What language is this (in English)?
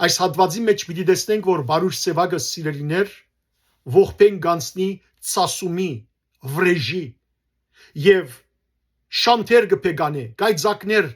Western Armenian